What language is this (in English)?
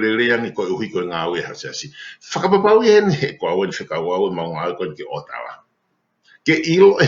Tongan